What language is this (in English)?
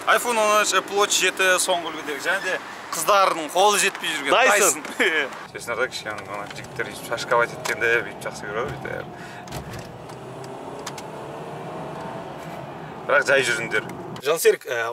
Kazakh